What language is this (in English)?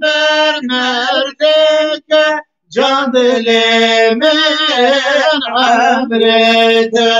Kurdish